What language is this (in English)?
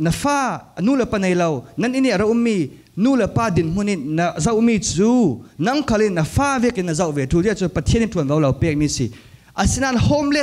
Falam Chin